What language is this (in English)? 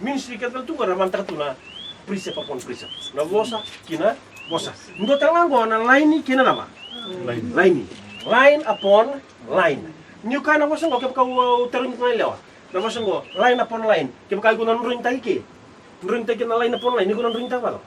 Fijian